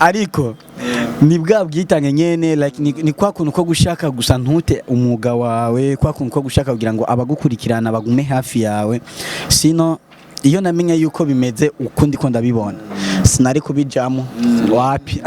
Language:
Rundi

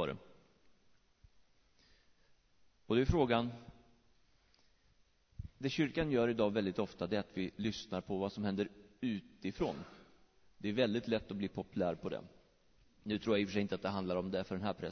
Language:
Swedish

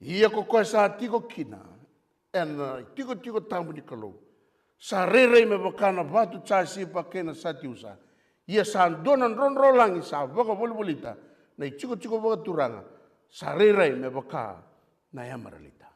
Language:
Fijian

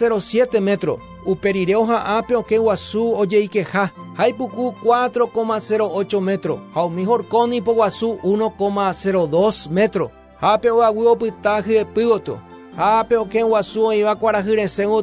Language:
Guarani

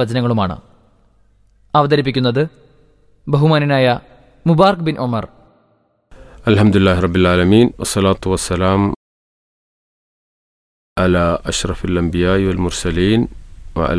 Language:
Malayalam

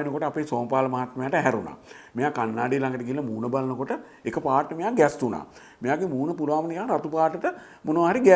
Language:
Sinhala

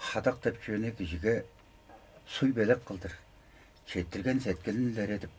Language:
Tuvinian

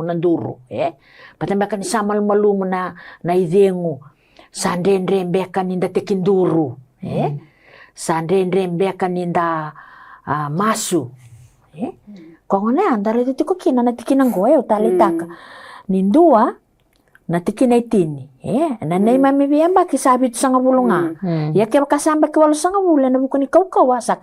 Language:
Fijian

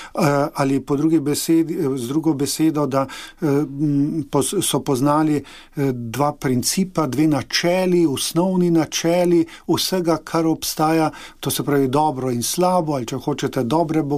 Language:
Slovenian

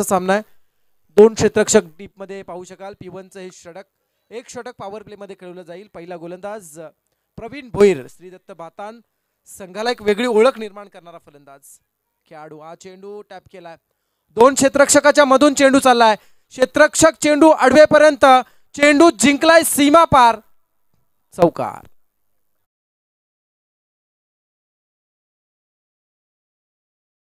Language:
Marathi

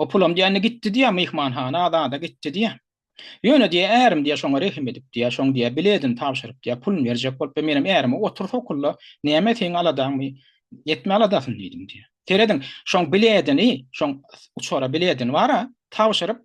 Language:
Turkmen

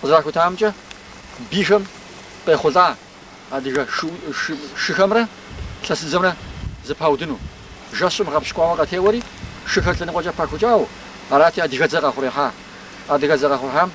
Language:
Kabardian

